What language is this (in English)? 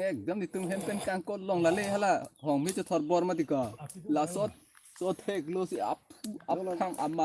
Karbi